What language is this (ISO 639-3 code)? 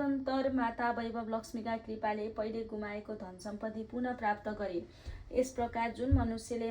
nep